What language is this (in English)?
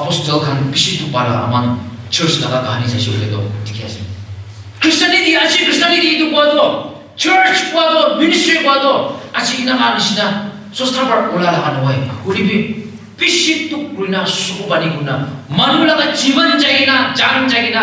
Naga Pidgin